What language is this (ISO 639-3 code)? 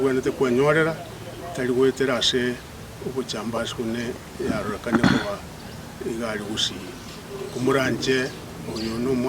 guz